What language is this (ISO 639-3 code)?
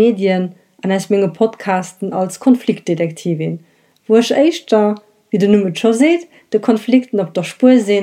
ltz